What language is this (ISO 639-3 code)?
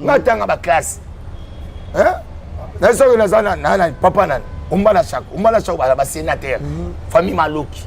lin